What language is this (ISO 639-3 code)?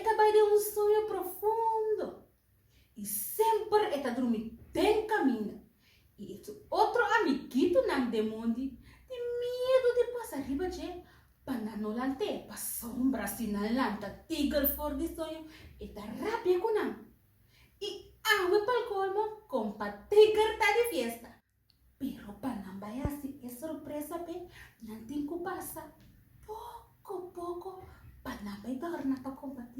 pap